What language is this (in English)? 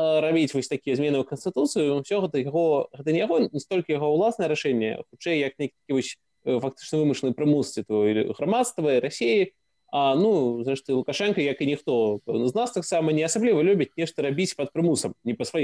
Belarusian